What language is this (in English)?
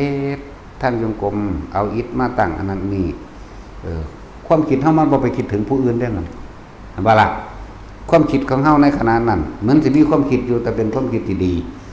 Northeastern Thai